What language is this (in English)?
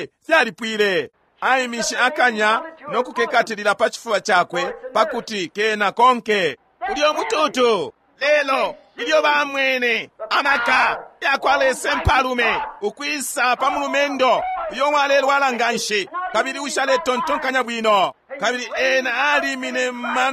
Bemba